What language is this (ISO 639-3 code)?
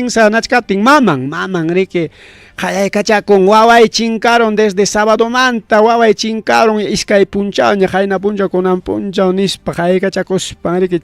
quy